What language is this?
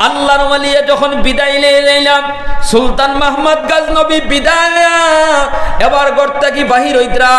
Sylheti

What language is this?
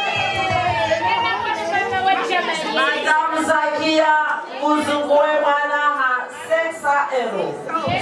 Swahili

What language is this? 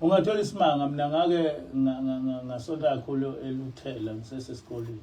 Zulu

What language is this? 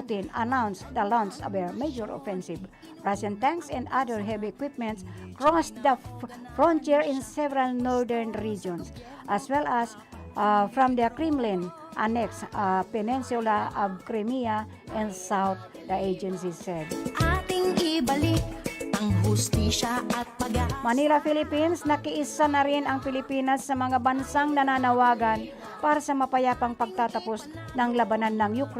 Bikol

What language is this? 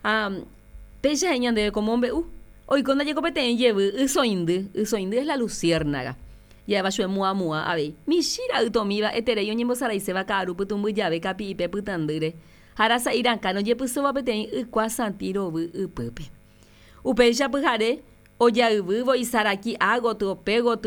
Guarani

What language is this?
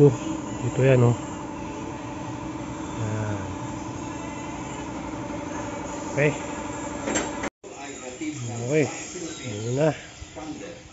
Filipino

